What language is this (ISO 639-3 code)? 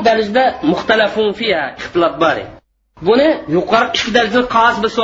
uig